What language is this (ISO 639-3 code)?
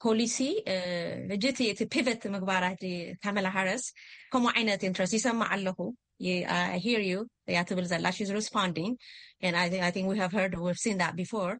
tir